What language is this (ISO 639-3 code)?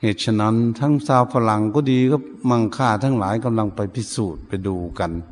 shn